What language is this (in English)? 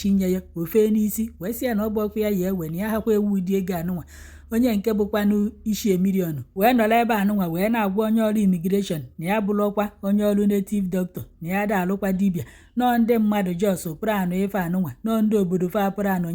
Igbo